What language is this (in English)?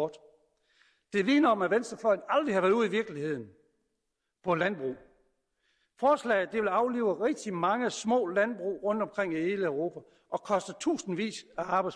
Danish